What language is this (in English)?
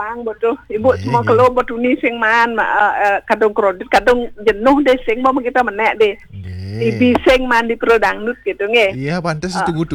Balinese